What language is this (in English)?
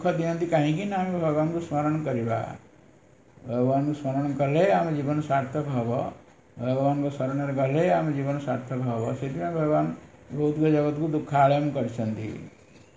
Odia